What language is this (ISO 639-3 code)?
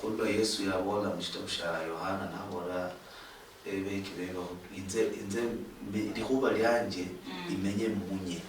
luy